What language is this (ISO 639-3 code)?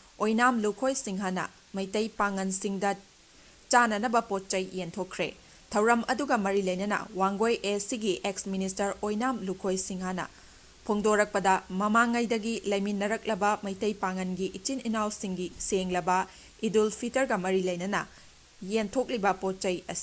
mni